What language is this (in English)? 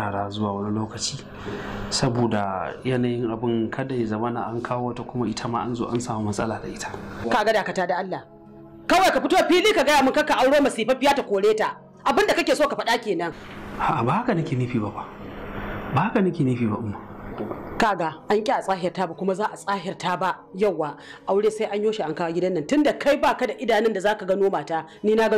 Hausa